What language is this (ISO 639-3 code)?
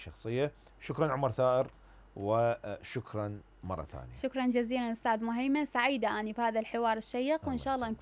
acm